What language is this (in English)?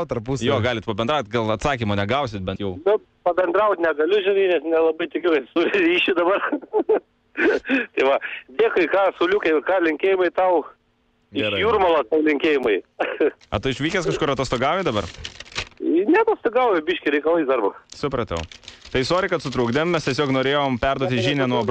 Lithuanian